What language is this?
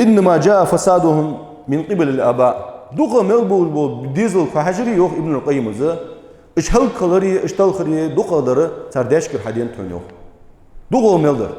Ingush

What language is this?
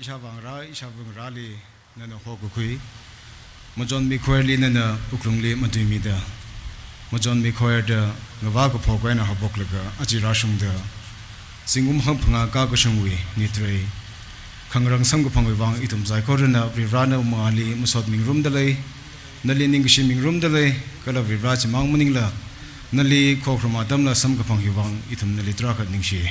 Tangkhul Naga (India)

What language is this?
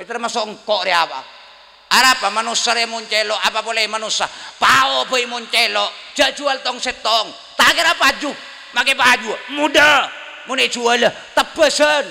Madurese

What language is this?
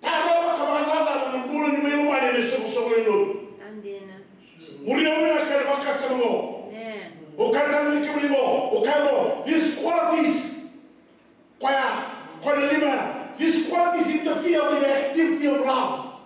Fijian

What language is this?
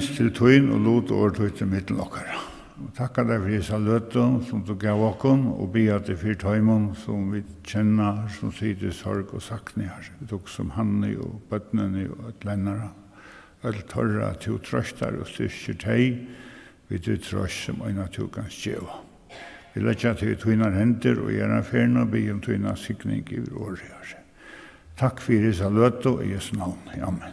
Faroese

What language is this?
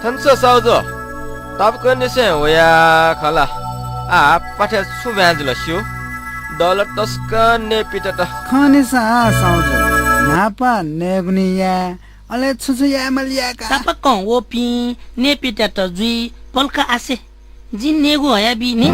Newari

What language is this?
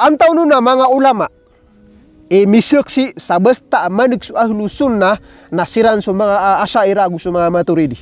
Maranao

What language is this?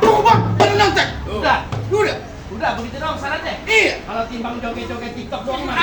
Betawi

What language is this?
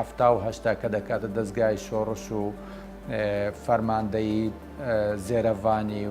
Central Kurdish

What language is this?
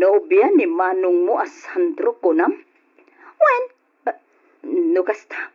Iloko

